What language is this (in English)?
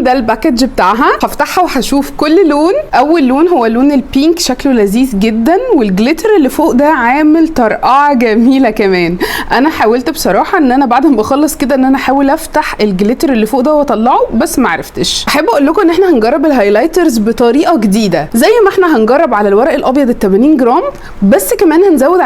Egyptian Arabic